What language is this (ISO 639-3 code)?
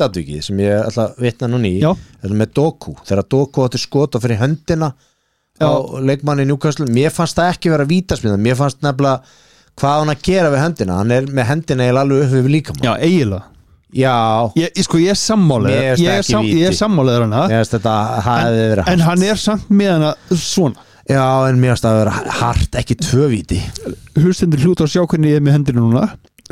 isl